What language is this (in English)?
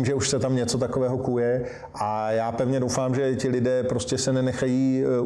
Czech